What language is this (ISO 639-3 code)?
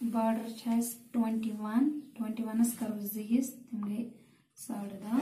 kas